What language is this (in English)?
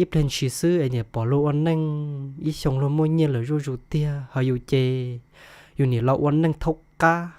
Hmong